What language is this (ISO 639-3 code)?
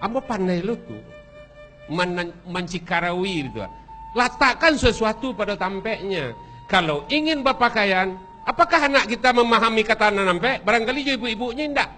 min